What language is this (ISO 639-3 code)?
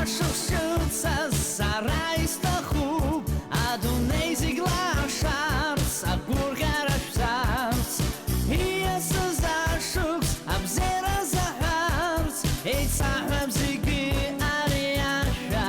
abk